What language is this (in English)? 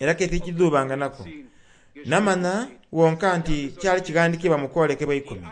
Soga